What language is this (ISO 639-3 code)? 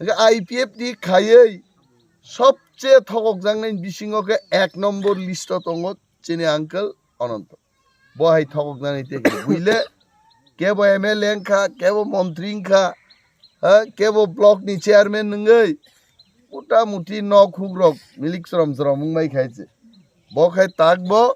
trp